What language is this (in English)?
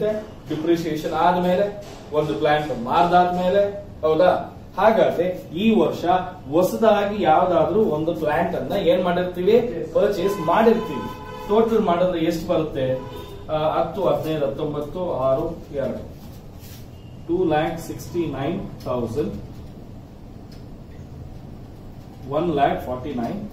Kannada